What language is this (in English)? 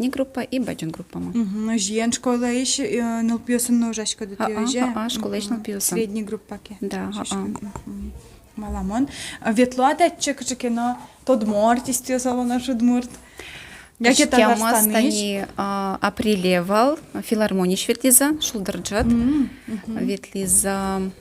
Udmurt